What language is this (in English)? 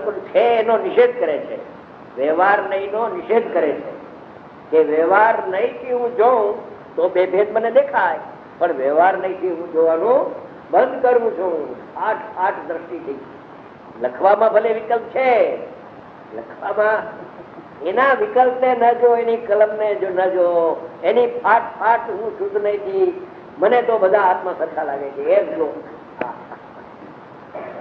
Gujarati